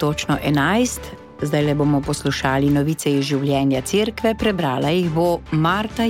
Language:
Slovenian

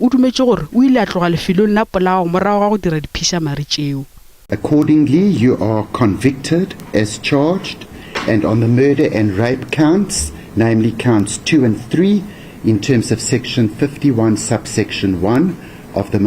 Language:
Northern Sotho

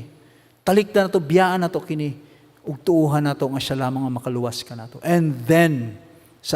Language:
Cebuano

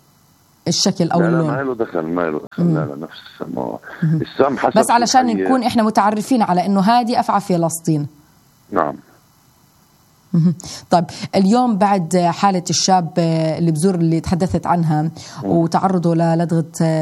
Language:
South Levantine Arabic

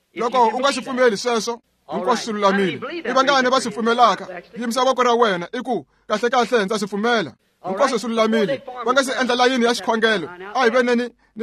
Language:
Tsonga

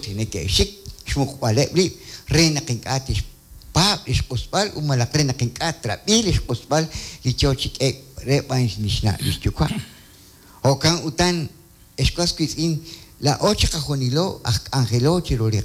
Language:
Kekchí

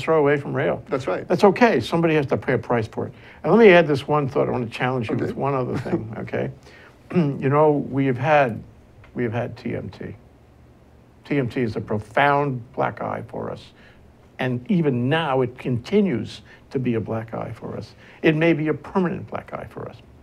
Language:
English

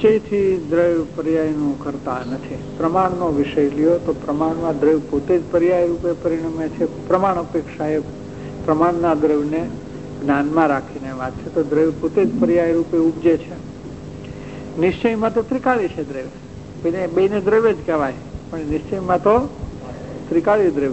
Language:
Gujarati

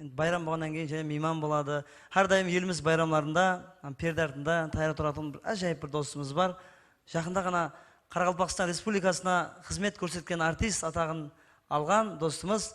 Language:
Kara-Kalpak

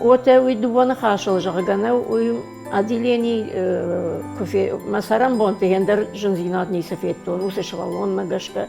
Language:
Ossetic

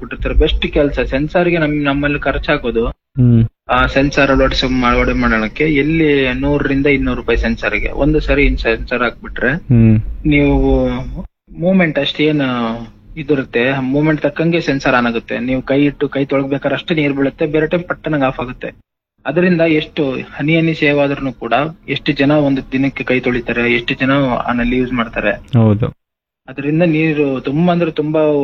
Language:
Kannada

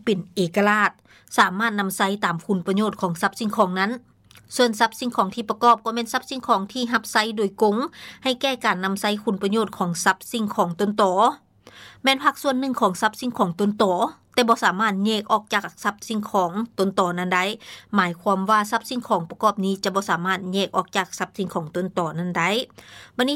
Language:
Lao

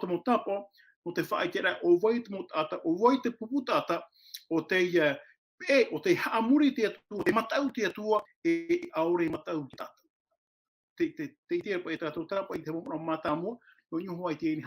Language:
Tahitian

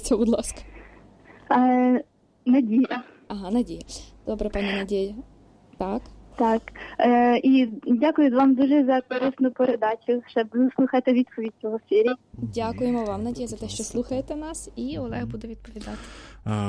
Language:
Ukrainian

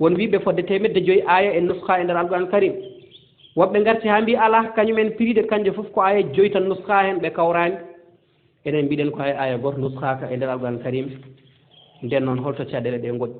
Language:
Fula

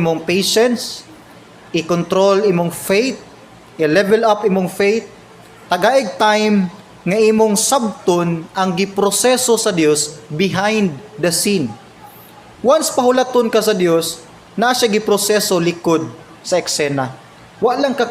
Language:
Cebuano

